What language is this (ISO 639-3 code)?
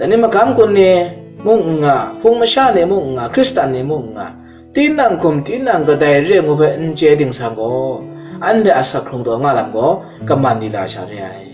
kac